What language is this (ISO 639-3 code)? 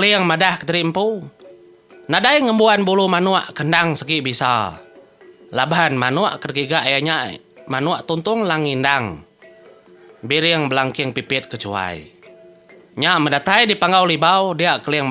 iba